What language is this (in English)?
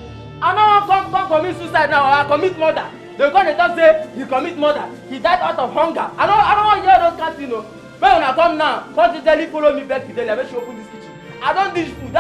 Nigerian Pidgin